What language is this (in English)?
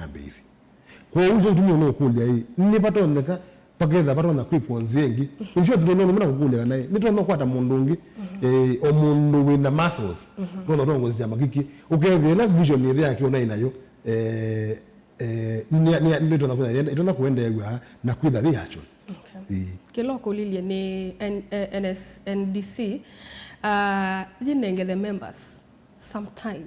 Kamba